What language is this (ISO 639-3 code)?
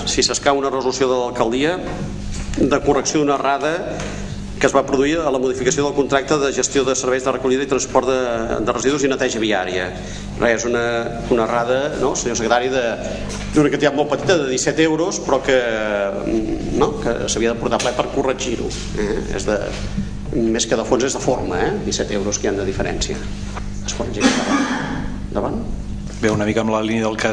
cat